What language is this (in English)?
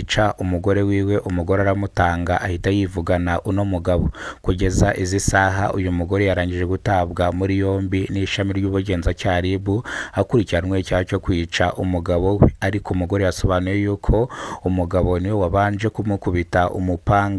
Kinyarwanda